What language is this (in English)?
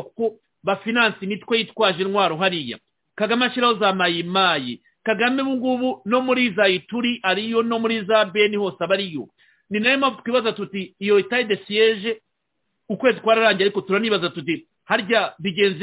Kinyarwanda